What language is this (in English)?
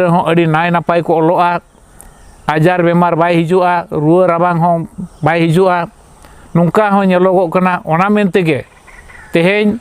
Santali